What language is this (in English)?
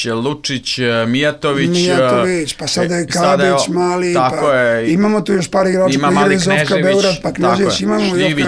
Serbian